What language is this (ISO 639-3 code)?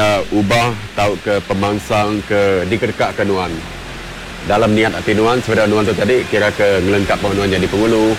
iba